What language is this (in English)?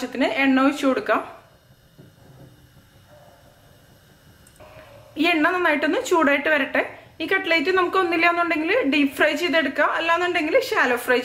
Malayalam